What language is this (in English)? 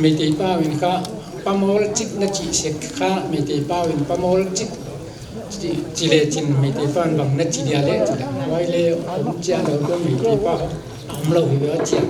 Paite Chin